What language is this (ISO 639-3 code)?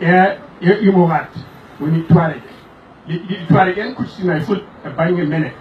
ful